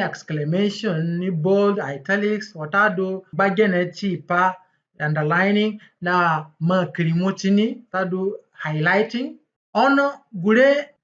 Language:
Zande (individual language)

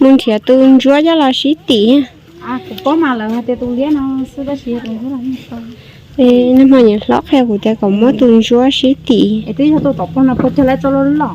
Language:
Hmong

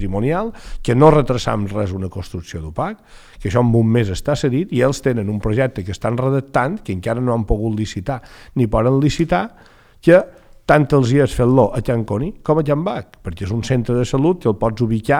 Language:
Catalan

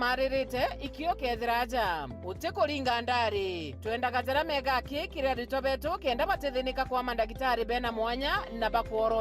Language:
Meru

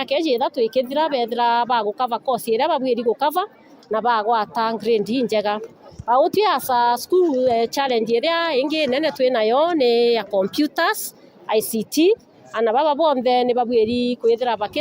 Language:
Meru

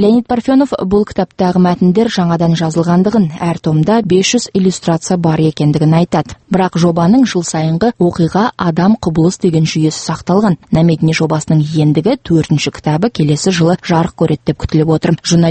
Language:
Kazakh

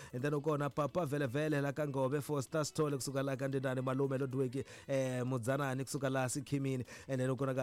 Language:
Tsonga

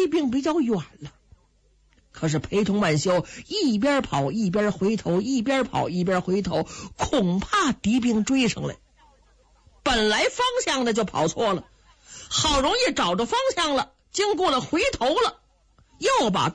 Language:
Chinese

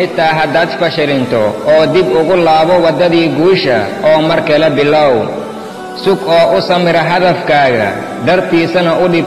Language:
Somali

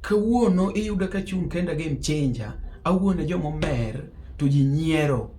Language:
Luo (Kenya and Tanzania)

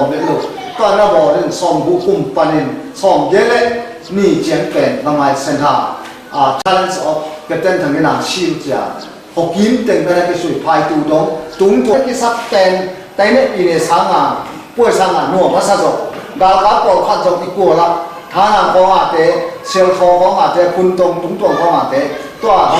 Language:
Tedim Chin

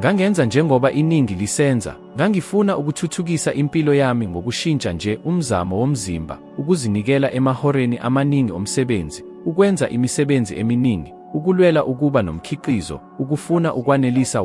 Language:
Zulu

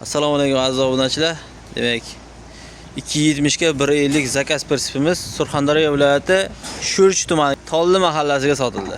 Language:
Uzbek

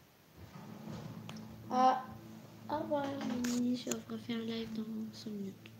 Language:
French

